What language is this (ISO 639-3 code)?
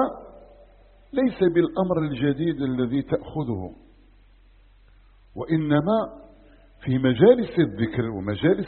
ara